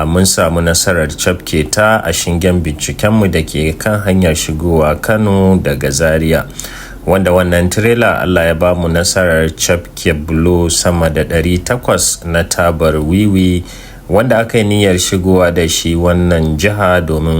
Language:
Hausa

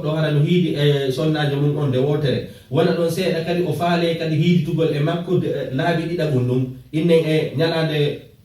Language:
Fula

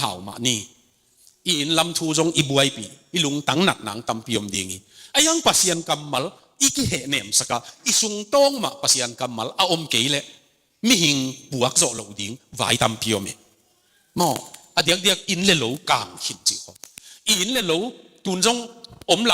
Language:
Tedim Chin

